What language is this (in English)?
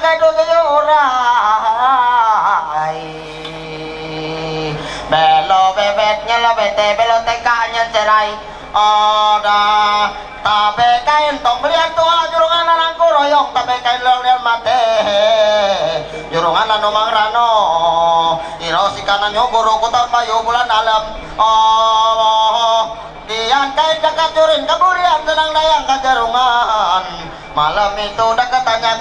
Indonesian